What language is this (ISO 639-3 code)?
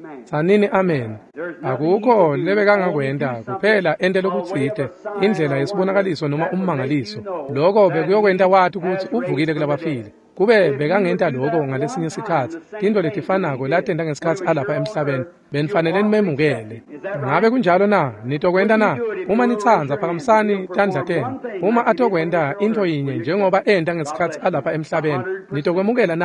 ssw